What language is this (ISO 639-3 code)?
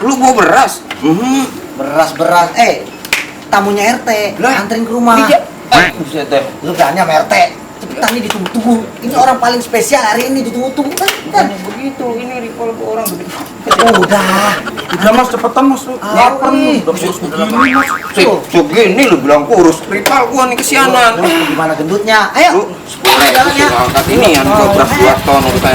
bew